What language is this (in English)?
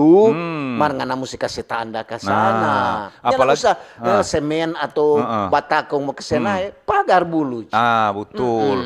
Manado Malay